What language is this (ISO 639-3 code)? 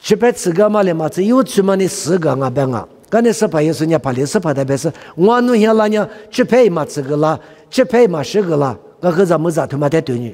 lis